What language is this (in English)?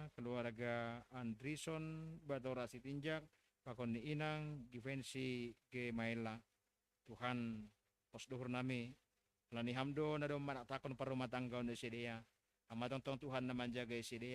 Batak Simalungun